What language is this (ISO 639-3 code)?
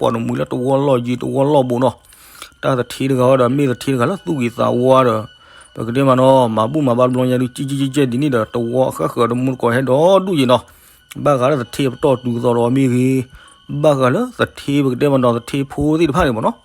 ksw